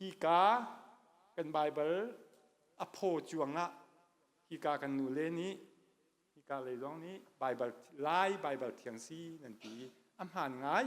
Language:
Hakha Chin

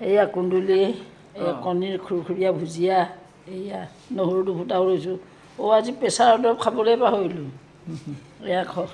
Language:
Assamese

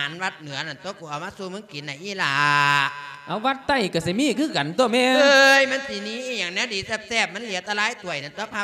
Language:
Lao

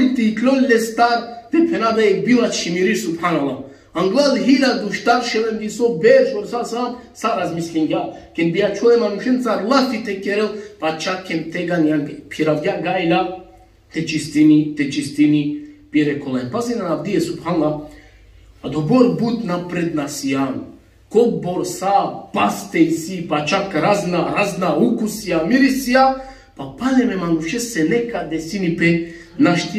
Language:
Balkan Romani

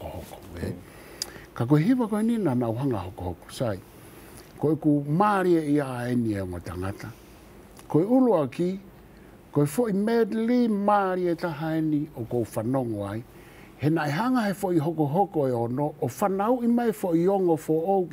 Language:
Tongan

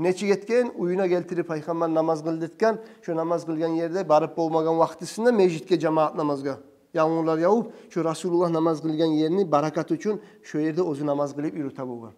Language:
Kumyk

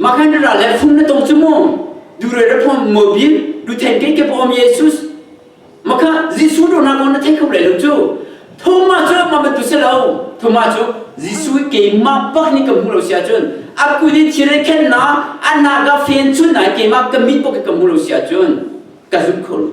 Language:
Hakha Chin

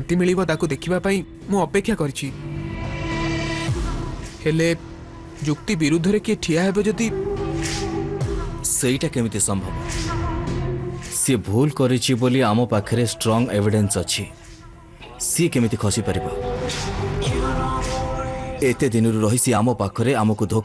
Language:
Odia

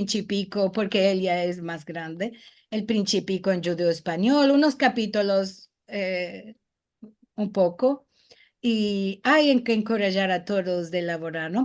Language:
Ladino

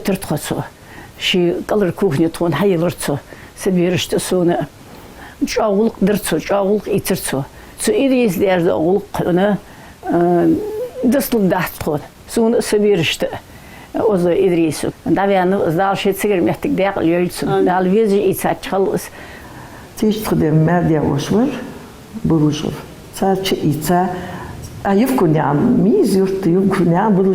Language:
Ingush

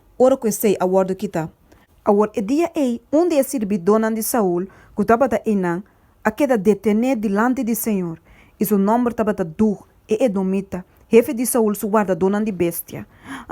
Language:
Papiamento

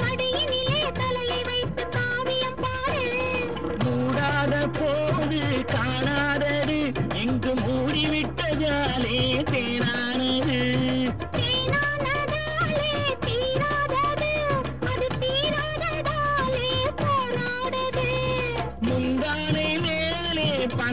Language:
Tamil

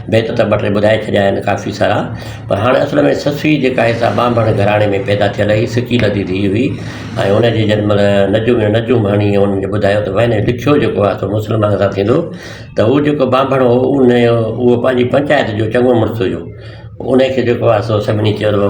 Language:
Sindhi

